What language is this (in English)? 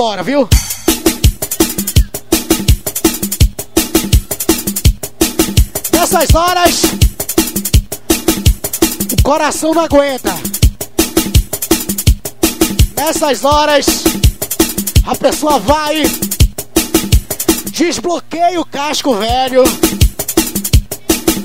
Portuguese